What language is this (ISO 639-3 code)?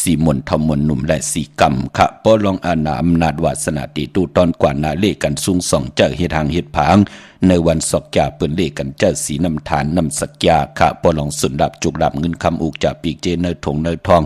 shn